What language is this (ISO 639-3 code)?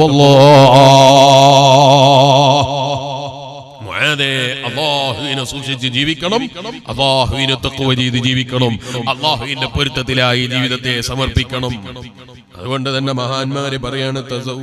mal